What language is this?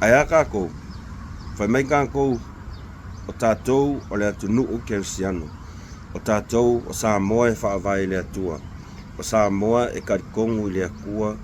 Samoan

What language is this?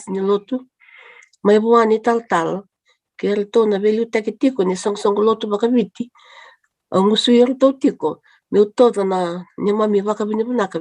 Fijian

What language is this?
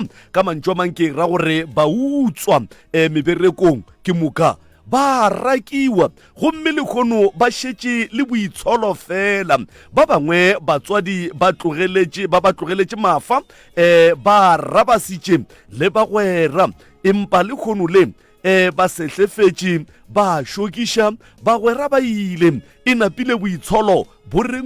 Northern Sotho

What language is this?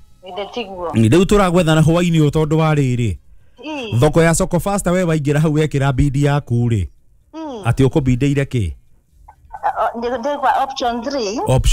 Kikuyu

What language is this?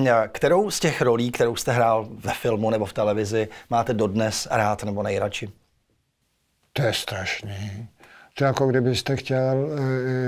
Czech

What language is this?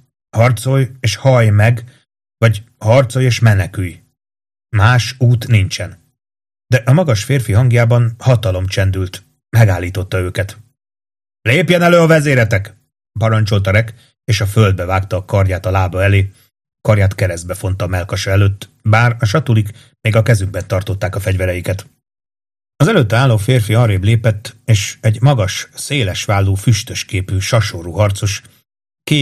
Hungarian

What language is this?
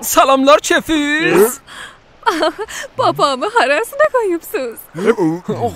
South Azerbaijani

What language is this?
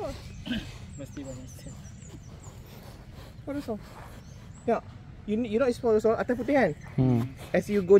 Malay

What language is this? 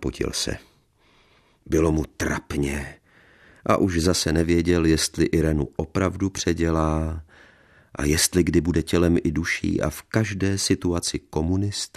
Czech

